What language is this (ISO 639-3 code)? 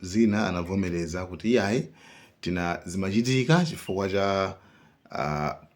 nya